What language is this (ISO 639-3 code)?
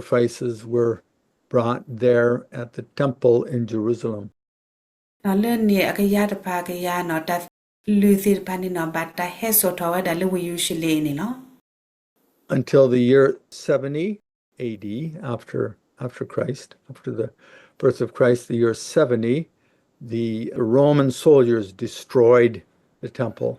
ksw